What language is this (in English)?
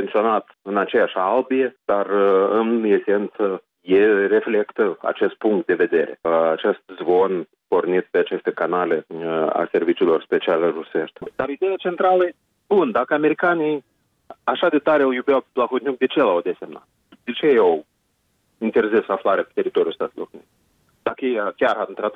Romanian